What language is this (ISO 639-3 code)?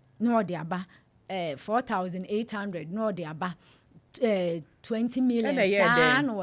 aka